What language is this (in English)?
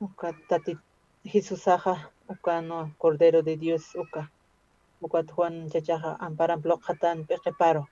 Aymara